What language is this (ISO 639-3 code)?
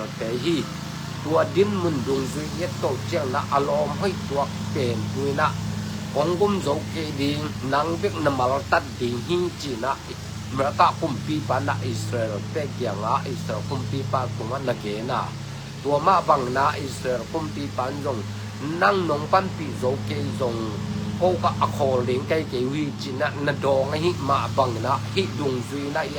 ctd